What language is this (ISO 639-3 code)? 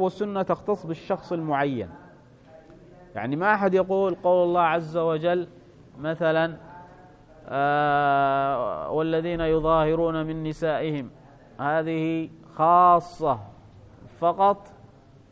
ara